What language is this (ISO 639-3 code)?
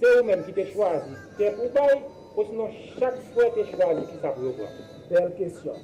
hat